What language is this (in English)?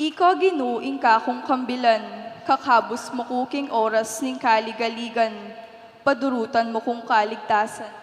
Pampanga